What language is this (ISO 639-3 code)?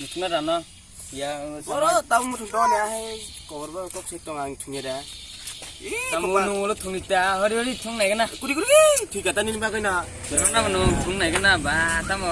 trp